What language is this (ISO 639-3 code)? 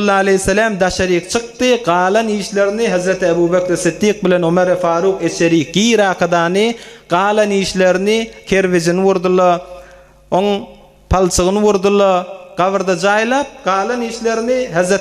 tuk